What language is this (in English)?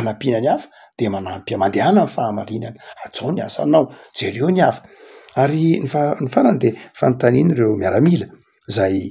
Malagasy